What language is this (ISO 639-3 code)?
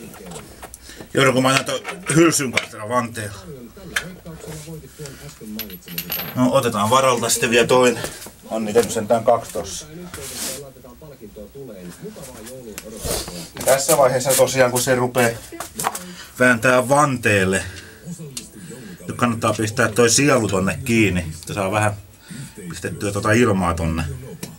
fin